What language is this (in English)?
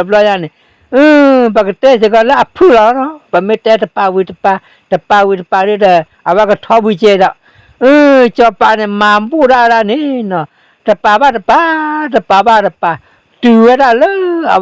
S'gaw Karen